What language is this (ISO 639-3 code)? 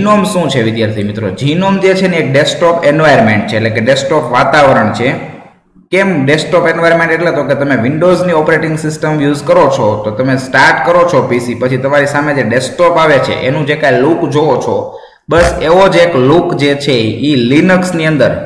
guj